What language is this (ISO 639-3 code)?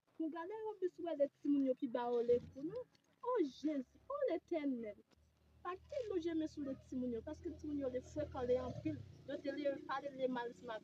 hat